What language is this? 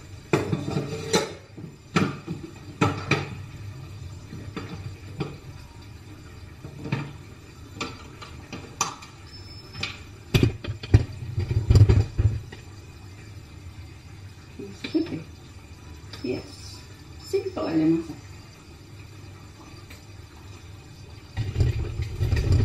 Indonesian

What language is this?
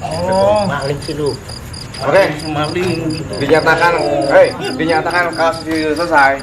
Betawi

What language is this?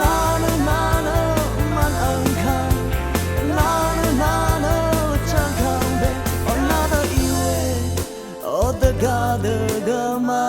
Rawang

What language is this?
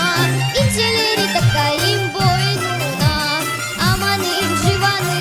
Crimean Tatar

